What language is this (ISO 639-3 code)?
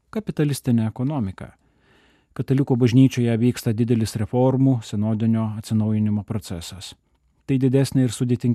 lit